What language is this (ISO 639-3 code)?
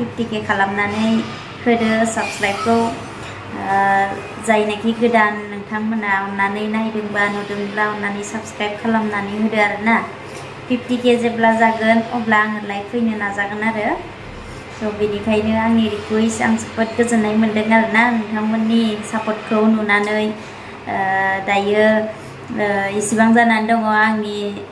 brx